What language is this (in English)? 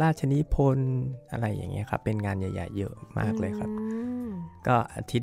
Thai